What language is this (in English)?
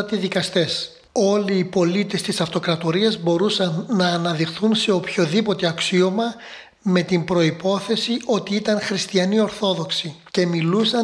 Greek